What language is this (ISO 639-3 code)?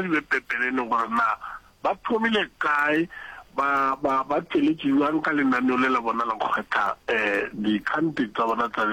nso